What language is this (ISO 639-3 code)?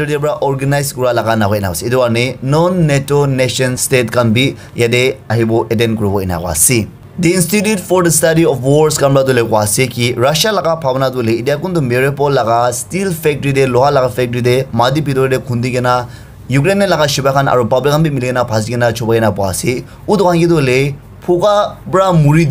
nag